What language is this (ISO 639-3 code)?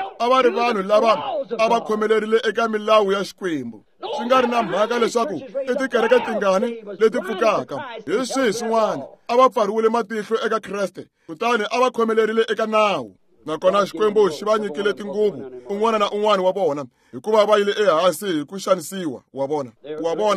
tso